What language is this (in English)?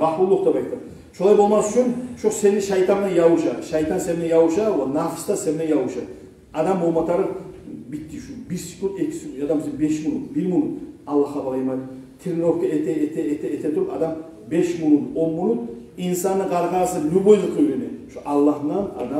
Kumyk